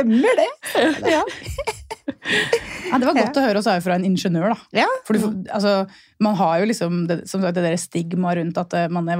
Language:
Norwegian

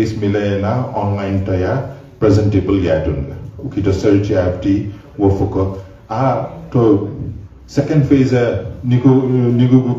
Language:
Newari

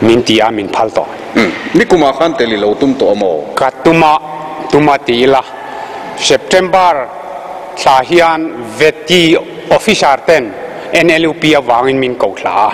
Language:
Mizo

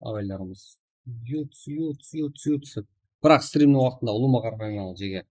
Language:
Kara-Kalpak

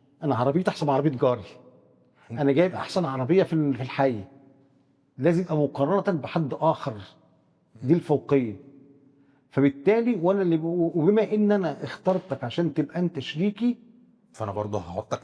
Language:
Egyptian Arabic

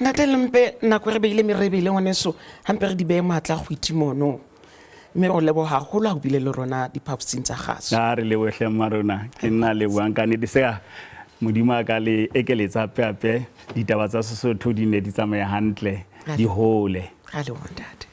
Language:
Southern Sotho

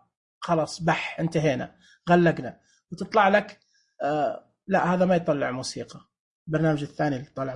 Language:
Najdi Arabic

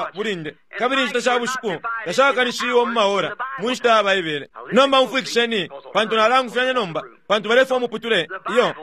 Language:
Bemba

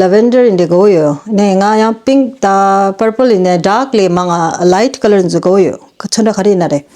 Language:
Tibetan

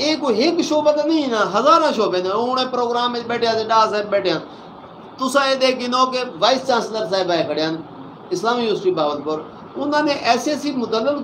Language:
Saraiki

